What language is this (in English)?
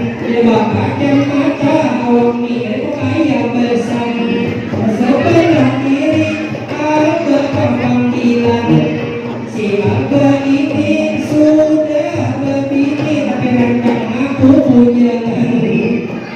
Banjar